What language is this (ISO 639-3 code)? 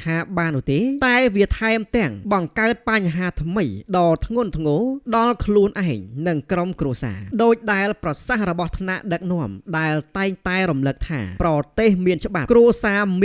khm